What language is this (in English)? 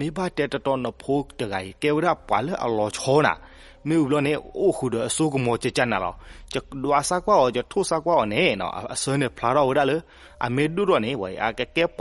S'gaw Karen